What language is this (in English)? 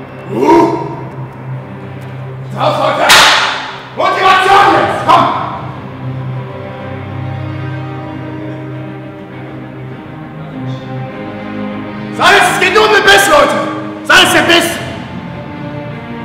German